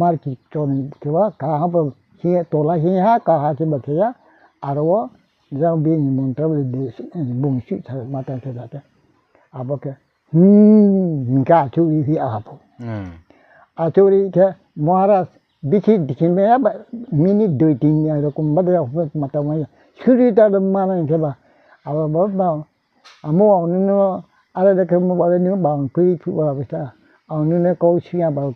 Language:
Riang (India)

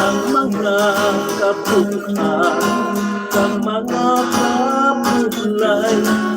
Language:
Hiligaynon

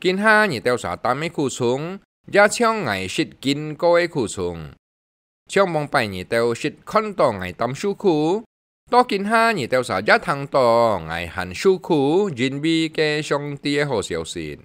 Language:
Hakka Chinese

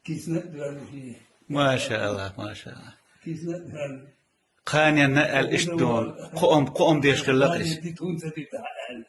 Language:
Chechen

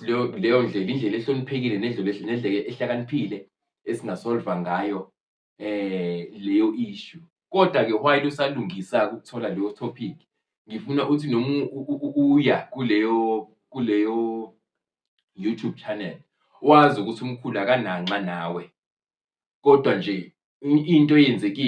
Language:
Zulu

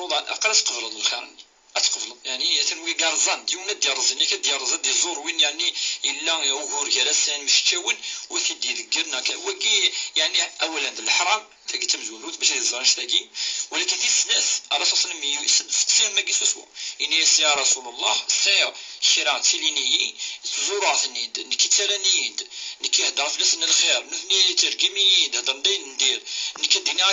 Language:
Kabyle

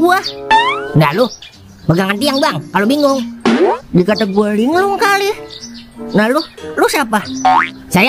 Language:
Betawi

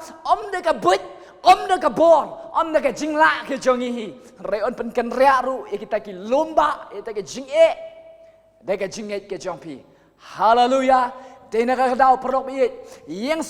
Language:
Khasi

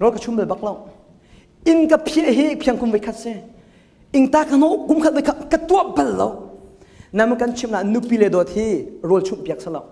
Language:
Hakha Chin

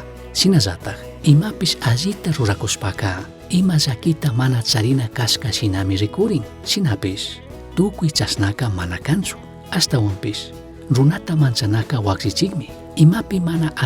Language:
Chimborazo Highland Quichua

